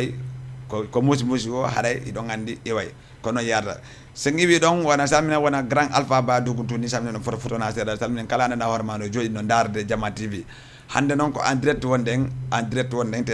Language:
Fula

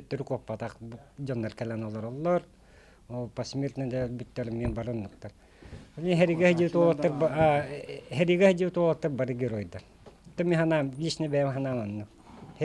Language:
Yakut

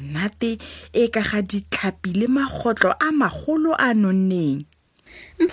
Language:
Tswana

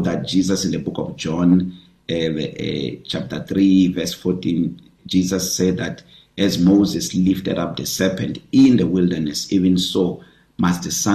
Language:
English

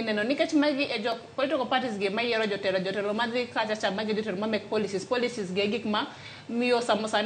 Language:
Luo (Kenya and Tanzania)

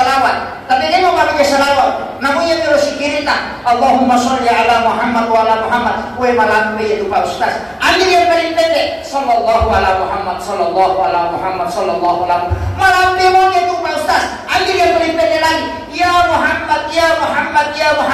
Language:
Buginese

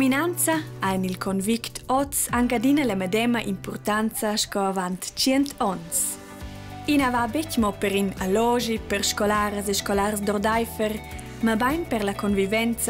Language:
Romansh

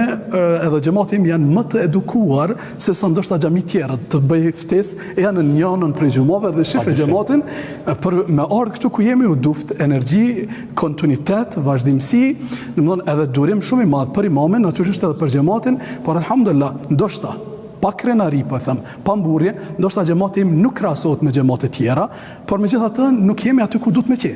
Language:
Albanian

